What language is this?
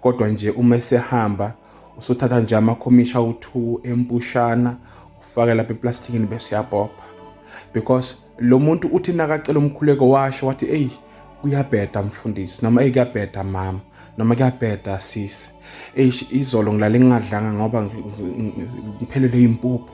Zulu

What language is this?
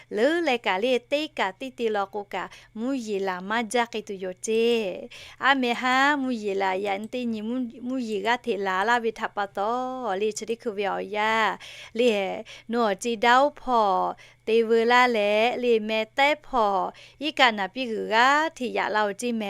Lahu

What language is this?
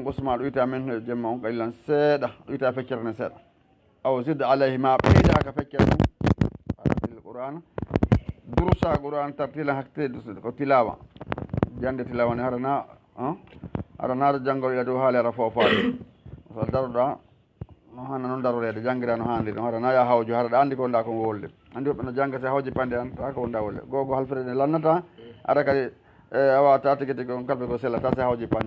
Fula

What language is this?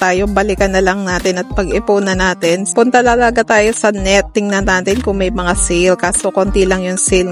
Filipino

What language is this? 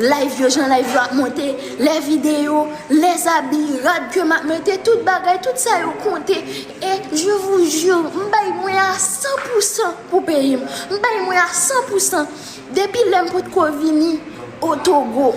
Haitian Creole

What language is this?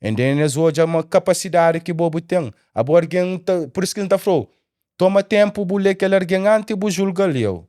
Kabuverdianu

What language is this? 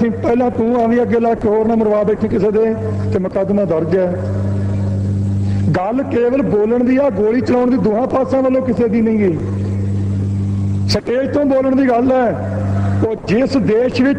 Punjabi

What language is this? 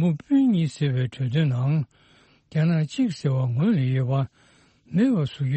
Tibetan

